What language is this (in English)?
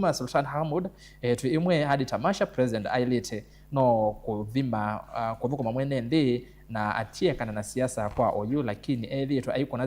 Kamba